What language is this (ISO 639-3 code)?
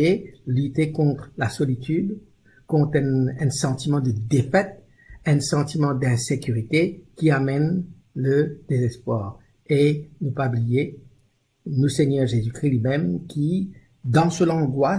mfe